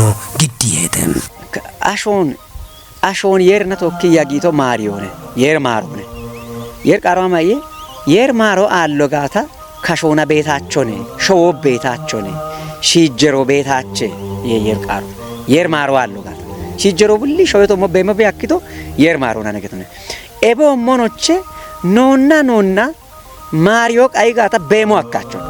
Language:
Kafa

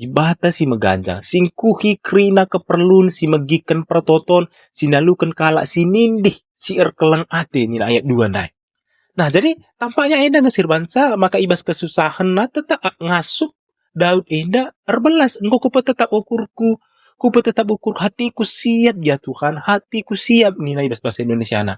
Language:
Batak Karo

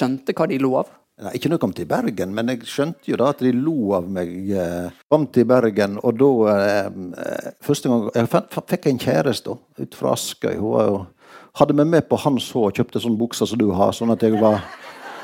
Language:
Norwegian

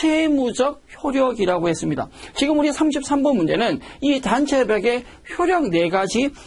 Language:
Korean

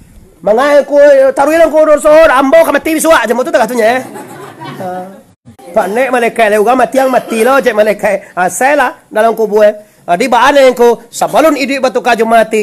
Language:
Minangkabau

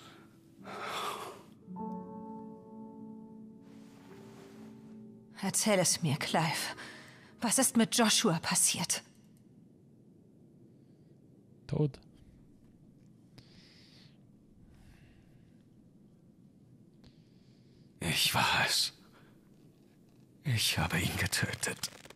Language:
German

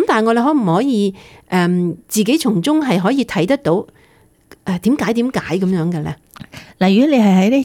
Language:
Cantonese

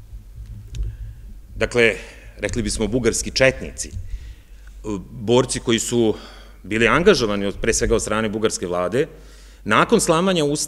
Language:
Serbian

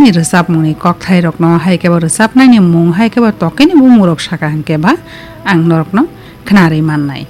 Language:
Kok Borok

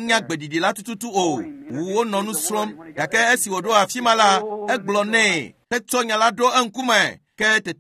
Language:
Ewe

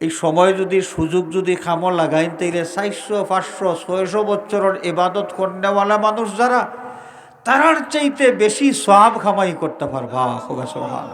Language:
Sylheti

